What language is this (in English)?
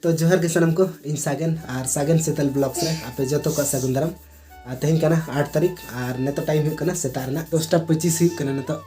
Santali